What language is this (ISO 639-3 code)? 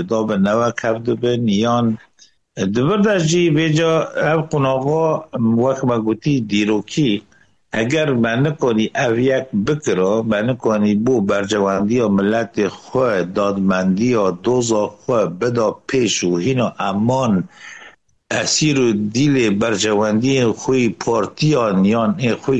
kur